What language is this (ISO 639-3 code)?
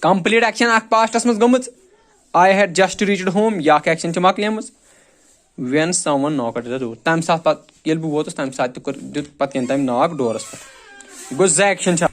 kas